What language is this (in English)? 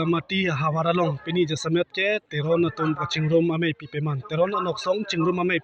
Karbi